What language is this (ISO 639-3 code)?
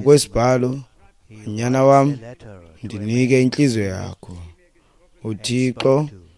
xho